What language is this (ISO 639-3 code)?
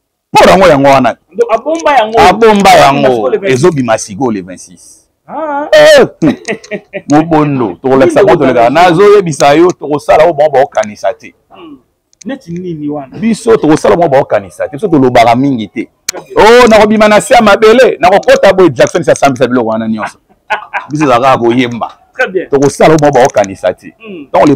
lin